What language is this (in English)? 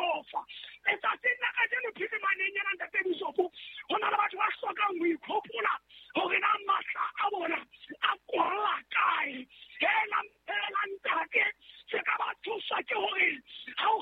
Southern Sotho